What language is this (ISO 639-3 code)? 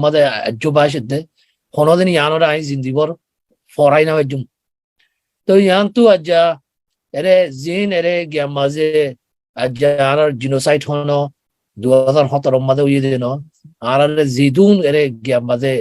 rhg